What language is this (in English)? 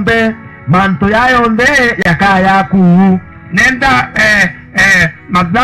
Meru